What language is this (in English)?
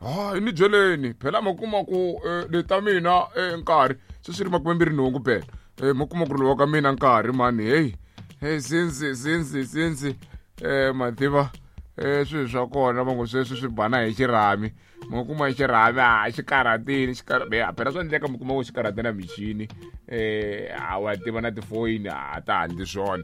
Tsonga